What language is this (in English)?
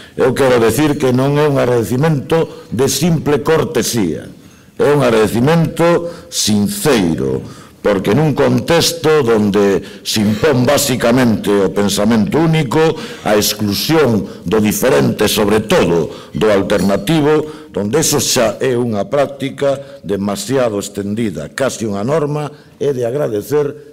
Galician